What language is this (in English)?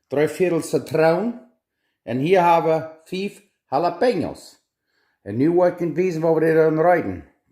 Plautdietsch